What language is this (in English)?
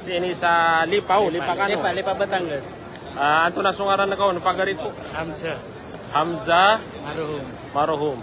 Maranao